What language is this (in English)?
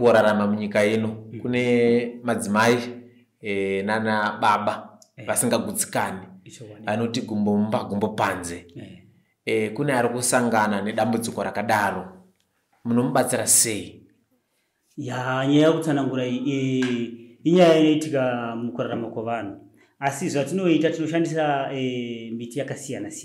Shona